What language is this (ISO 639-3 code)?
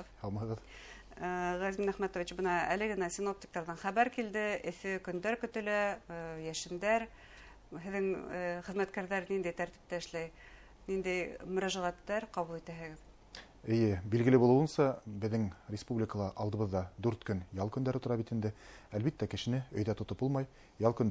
bak